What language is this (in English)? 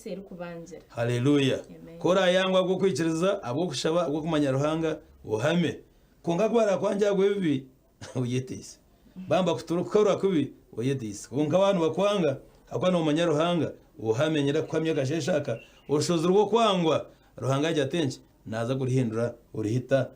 Nyankole